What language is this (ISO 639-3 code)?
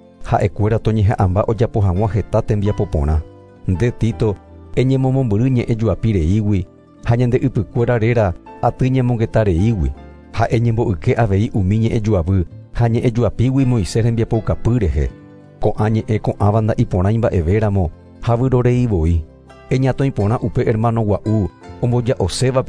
grn